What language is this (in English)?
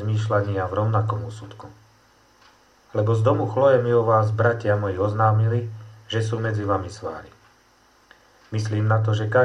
Slovak